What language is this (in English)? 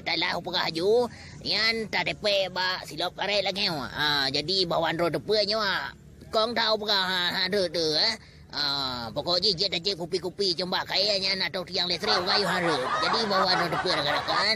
Achinese